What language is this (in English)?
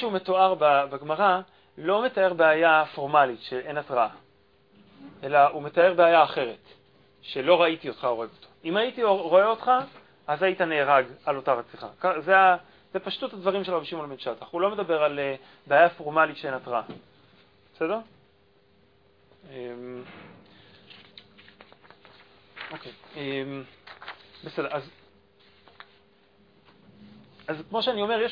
Hebrew